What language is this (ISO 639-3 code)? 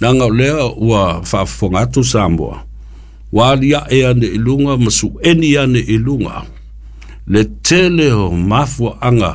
smo